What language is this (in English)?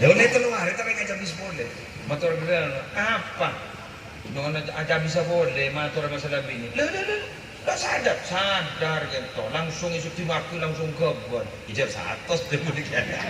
Madurese